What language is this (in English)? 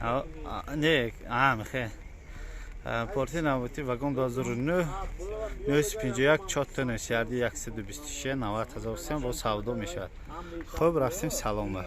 Tajik